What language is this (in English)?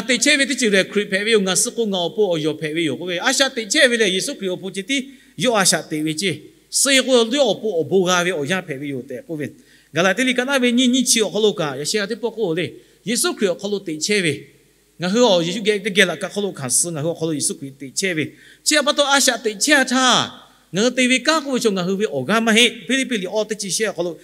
Lahu